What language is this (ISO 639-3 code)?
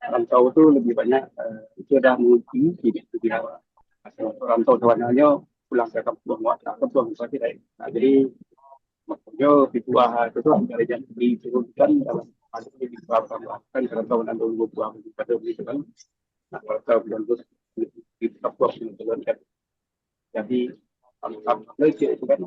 min